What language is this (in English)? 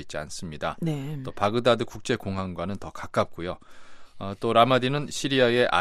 Korean